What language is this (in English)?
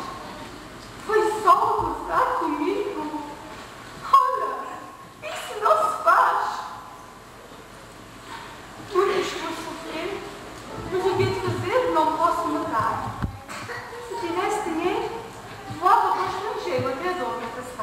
Portuguese